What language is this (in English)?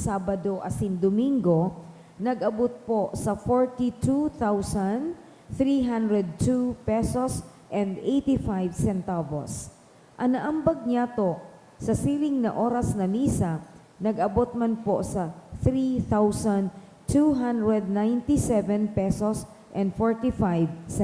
Bikol